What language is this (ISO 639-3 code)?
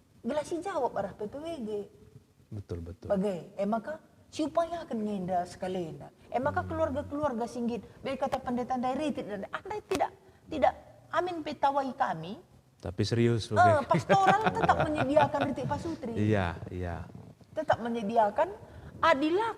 btx